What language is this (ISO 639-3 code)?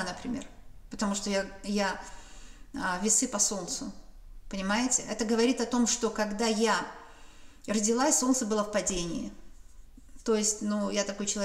rus